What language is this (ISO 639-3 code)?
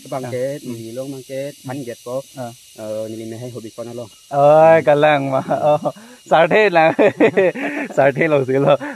mjw